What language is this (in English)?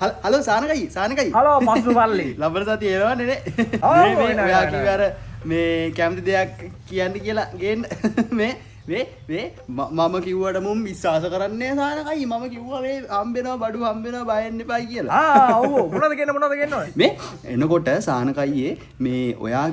Sinhala